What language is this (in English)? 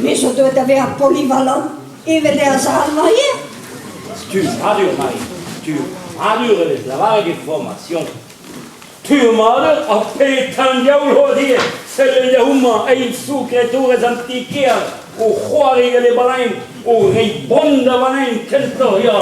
Breton